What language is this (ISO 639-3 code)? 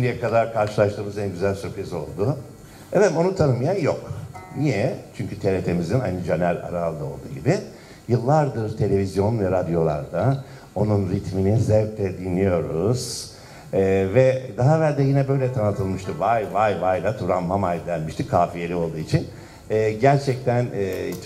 tur